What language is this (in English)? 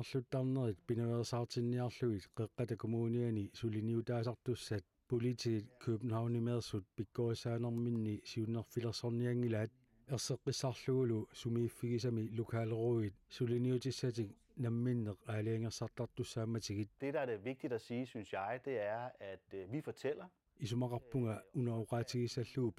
Kalaallisut